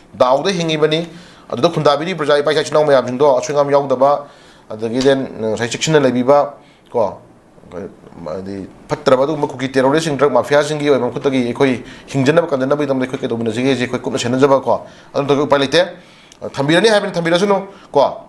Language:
Manipuri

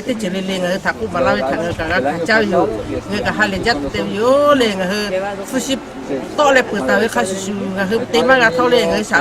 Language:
Lahu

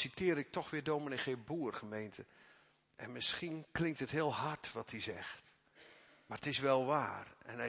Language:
Dutch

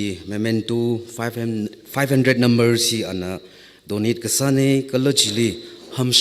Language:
Tangkhul Naga (India)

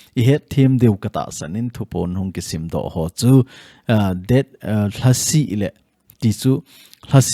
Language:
Thado Chin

